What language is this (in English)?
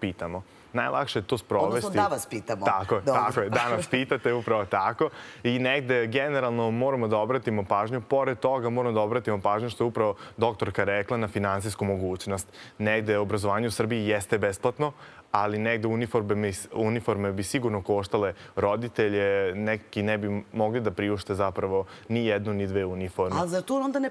Serbian